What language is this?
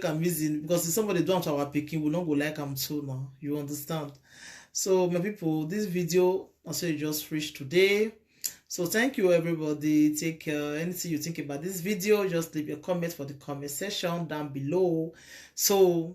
Nigerian Pidgin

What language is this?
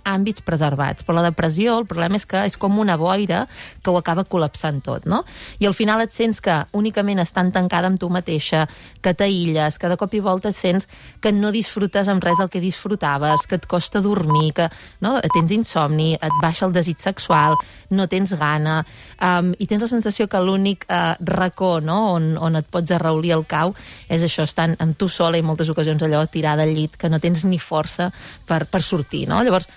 Catalan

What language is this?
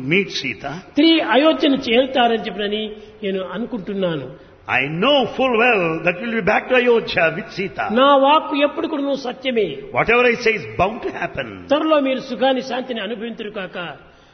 Telugu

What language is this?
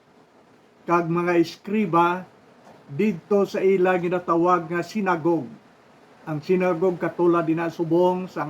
Hiligaynon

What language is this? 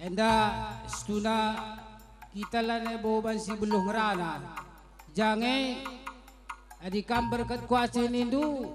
Batak Karo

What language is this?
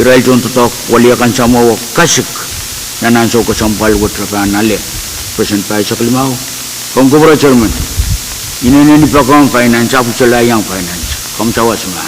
Pohnpeian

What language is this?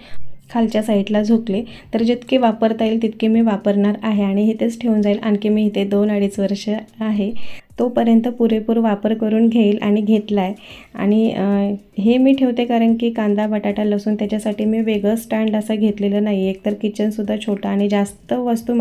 Marathi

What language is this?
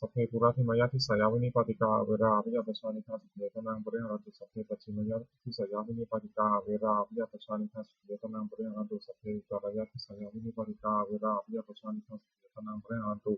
Pali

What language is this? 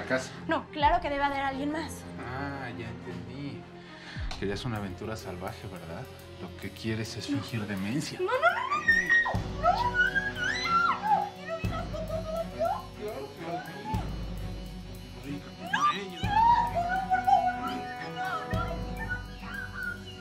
Spanish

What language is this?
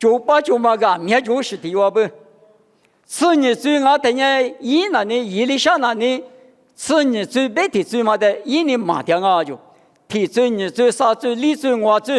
Lisu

